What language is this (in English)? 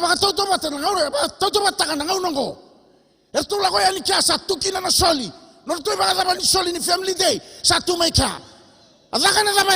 Fijian